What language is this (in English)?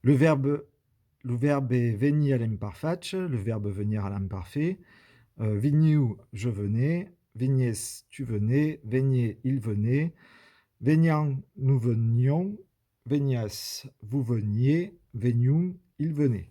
Occitan